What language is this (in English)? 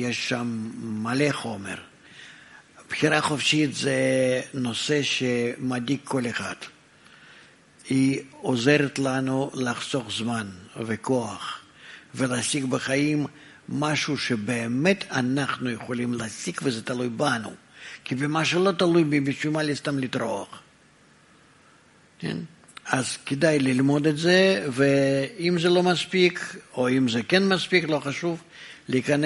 Hebrew